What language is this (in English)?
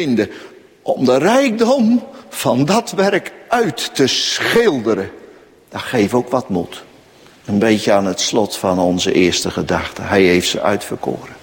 Dutch